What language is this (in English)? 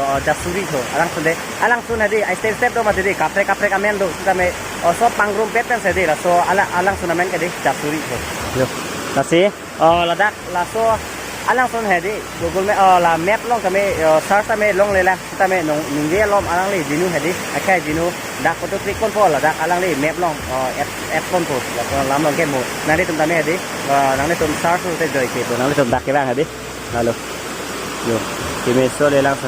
Karbi